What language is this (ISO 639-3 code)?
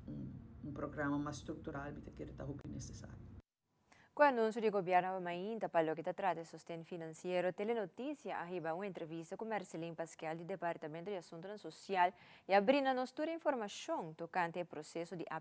pap